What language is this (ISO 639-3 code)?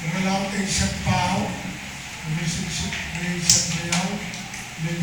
pon